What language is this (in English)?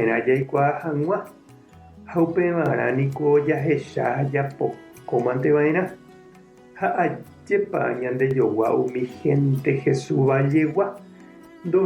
Guarani